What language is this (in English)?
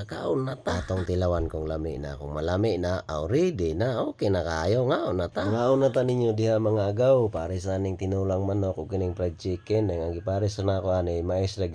Cebuano